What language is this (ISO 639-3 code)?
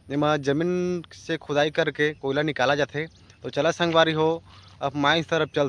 hne